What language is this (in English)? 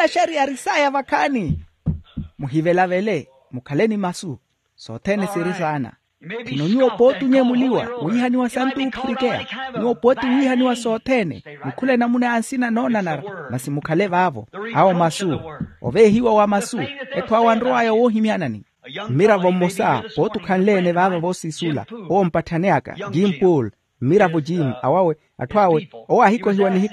Makhuwa